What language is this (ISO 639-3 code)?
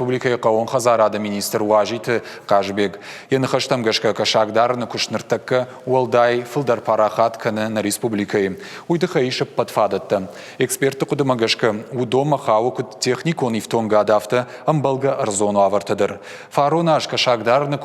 oss